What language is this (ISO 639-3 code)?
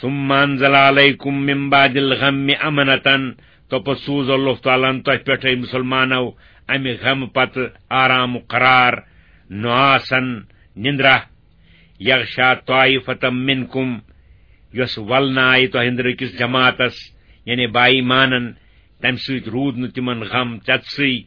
kas